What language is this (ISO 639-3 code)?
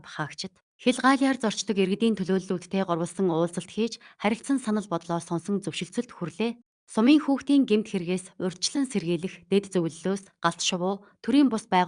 mon